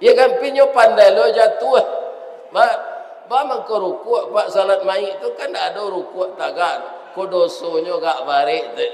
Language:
Minangkabau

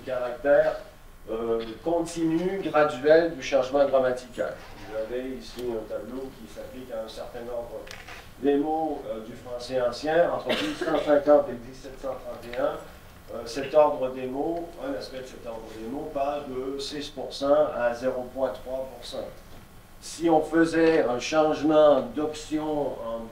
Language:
French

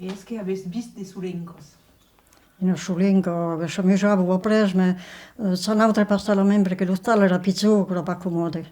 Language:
Occitan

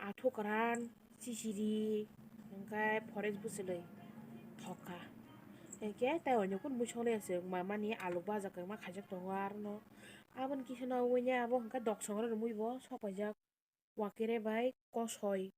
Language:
Kok Borok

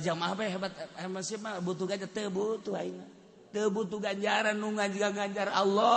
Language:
Sundanese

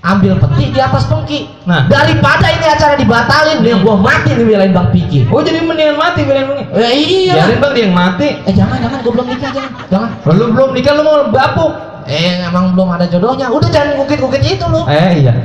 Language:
Betawi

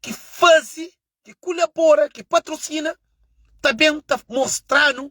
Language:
Kabuverdianu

